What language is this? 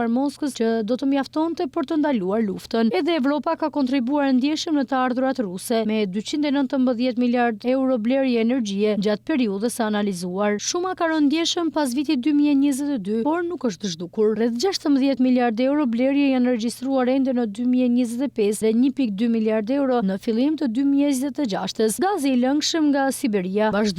Albanian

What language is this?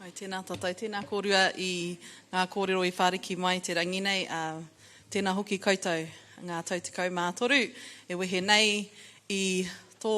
Māori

